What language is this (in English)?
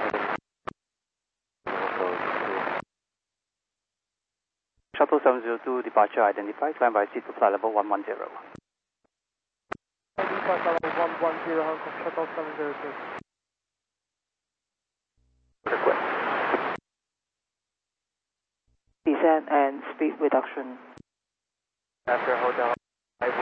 English